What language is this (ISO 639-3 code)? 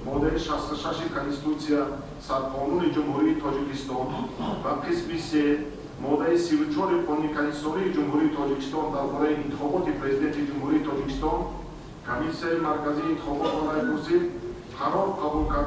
tgk